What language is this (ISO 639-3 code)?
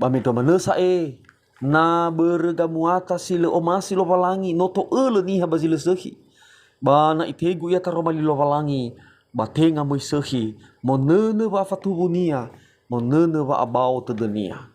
nia